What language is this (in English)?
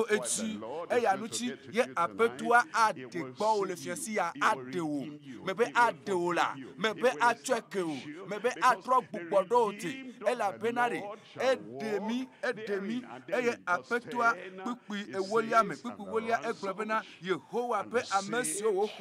Ewe